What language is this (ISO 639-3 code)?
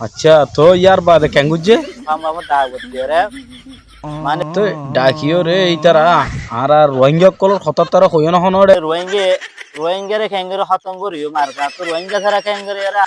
rhg